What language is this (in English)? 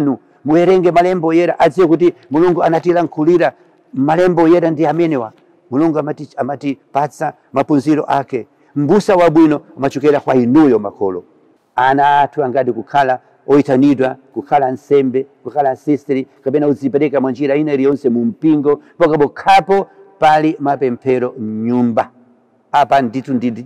Nyanja